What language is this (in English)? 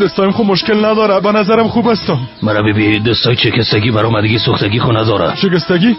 Persian